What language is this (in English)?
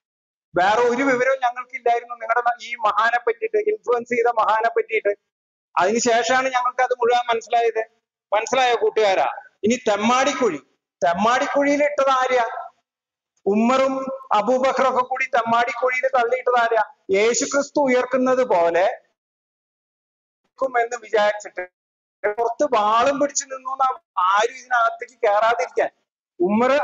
Malayalam